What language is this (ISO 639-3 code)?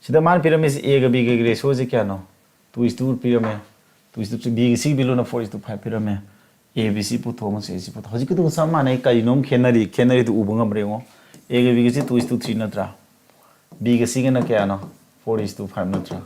mni